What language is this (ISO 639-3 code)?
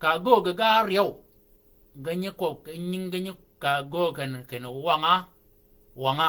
shk